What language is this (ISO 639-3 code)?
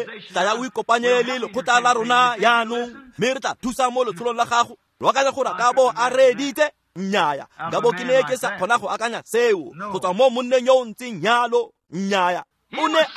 tsn